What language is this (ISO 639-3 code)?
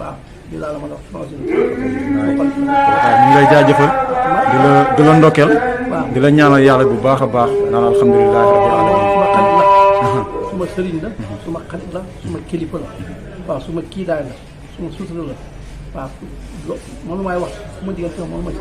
wol